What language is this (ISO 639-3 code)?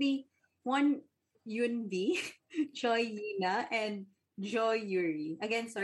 fil